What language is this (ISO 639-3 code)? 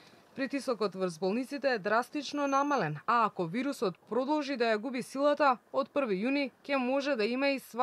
mkd